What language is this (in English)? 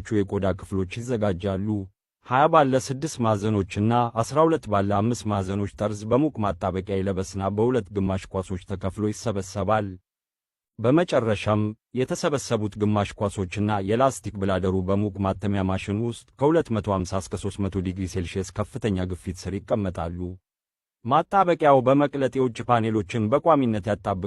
Amharic